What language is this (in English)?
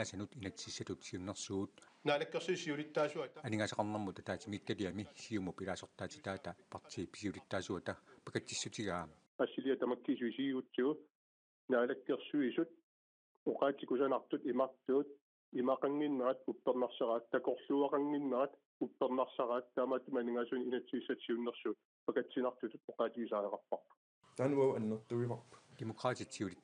Kalaallisut